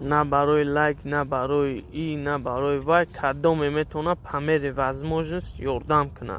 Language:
Tajik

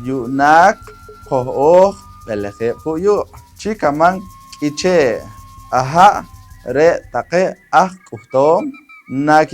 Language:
Poqomchi'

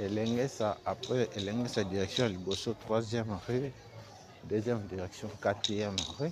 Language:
Lingala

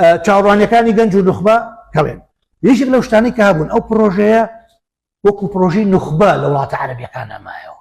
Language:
Central Kurdish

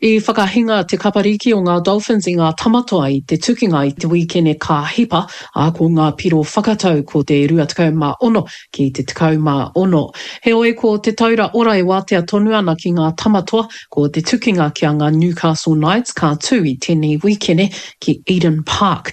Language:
Māori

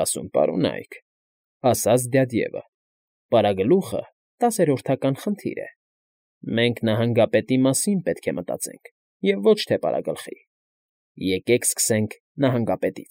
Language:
Armenian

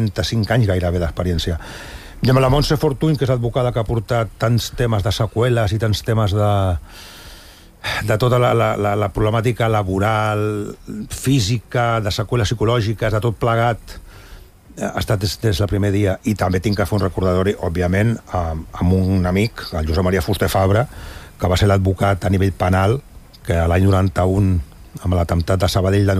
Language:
Catalan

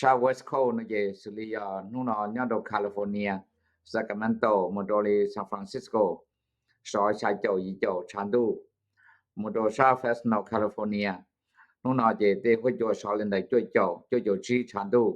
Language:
Hmong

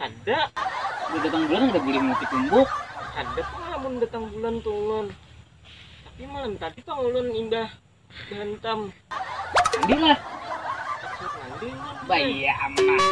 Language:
Banjar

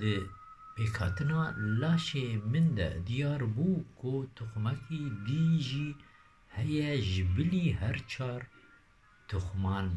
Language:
Kurdish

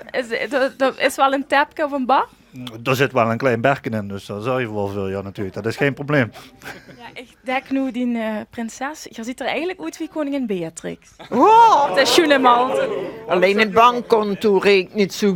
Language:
Limburgish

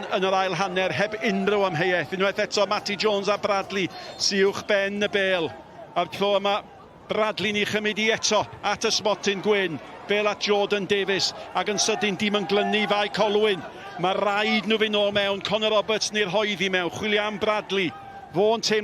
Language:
Welsh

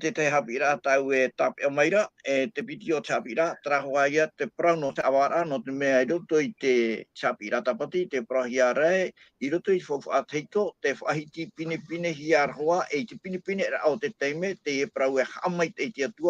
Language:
Tahitian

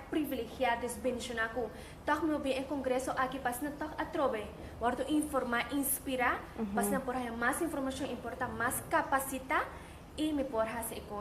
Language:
Papiamento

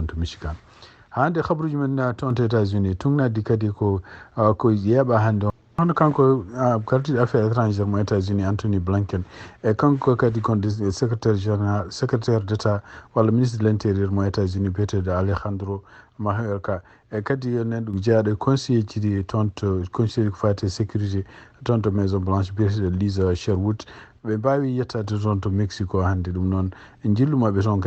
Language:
Fula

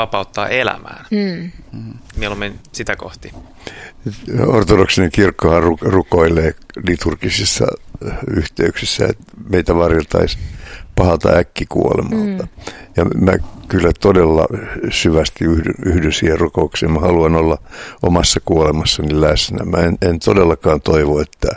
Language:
Finnish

